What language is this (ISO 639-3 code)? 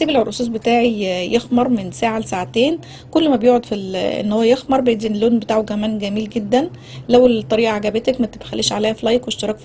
arz